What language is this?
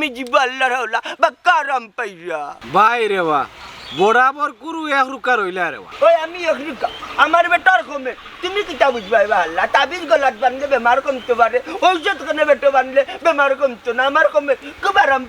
Sylheti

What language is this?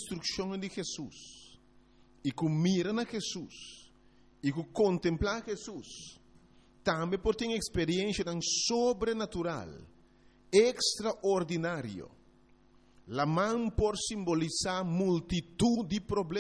Papiamento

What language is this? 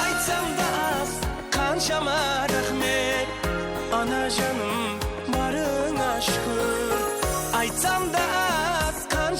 Kara-Kalpak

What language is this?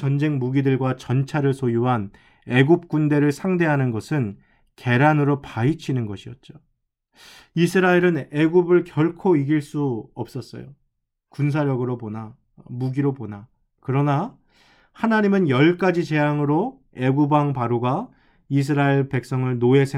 Korean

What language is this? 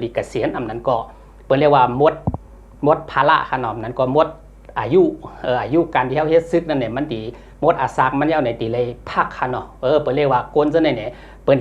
Shan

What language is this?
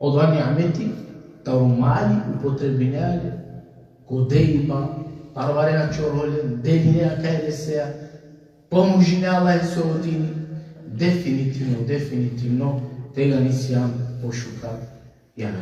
Balkan Romani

